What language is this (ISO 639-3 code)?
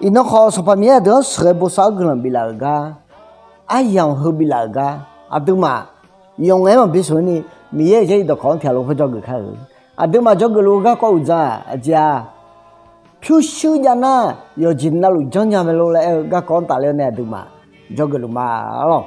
ahk